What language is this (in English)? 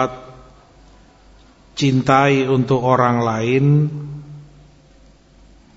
Indonesian